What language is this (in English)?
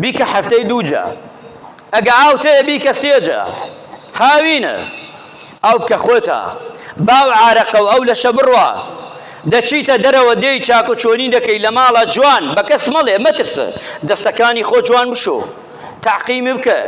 Central Kurdish